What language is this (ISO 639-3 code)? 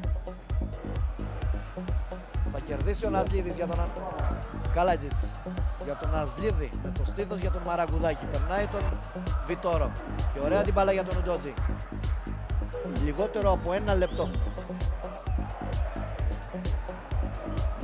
ell